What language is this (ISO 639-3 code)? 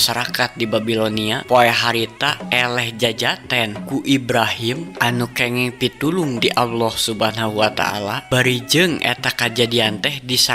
sun